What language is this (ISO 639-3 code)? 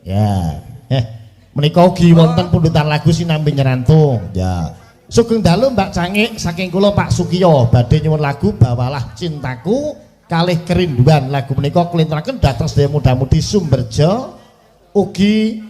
jav